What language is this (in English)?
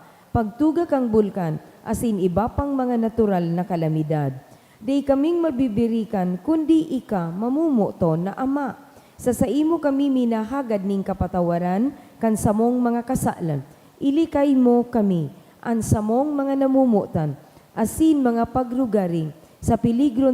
Bikol